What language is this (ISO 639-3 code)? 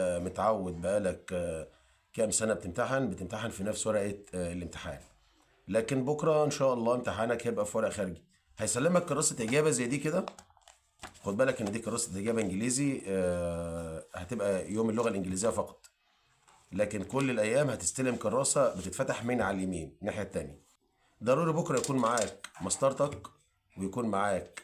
arz